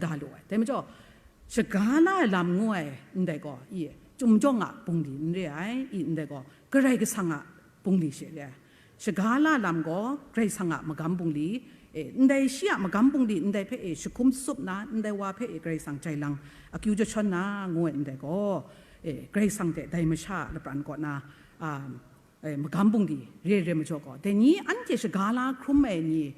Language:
Kachin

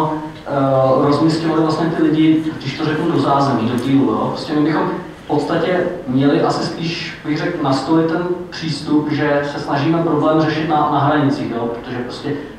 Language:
Czech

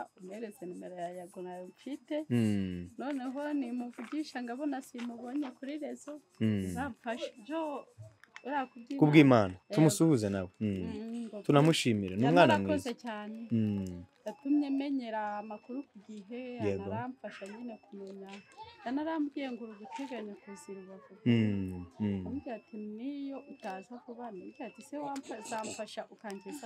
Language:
Kinyarwanda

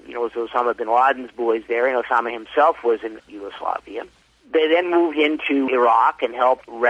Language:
English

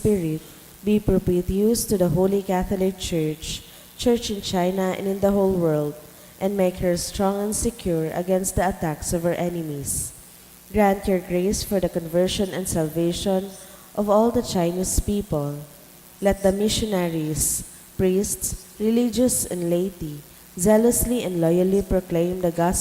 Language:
Bikol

